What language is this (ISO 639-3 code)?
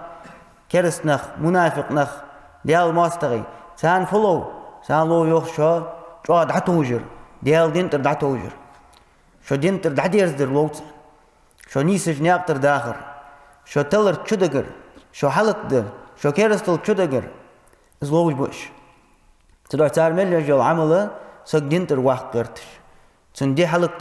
inh